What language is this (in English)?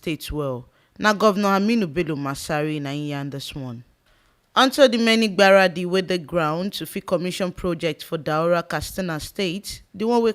Nigerian Pidgin